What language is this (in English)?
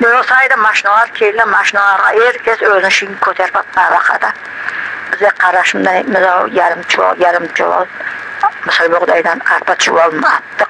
Crimean Tatar